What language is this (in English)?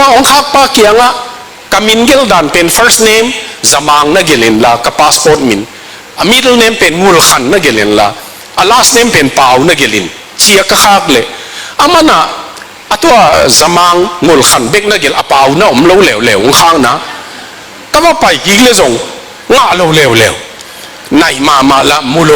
Tedim Chin